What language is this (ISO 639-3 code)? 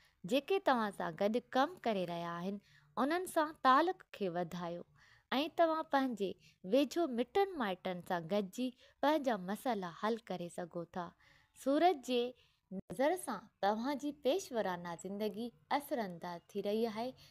snd